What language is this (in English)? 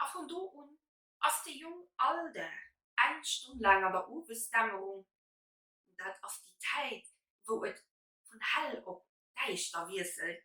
Luxembourgish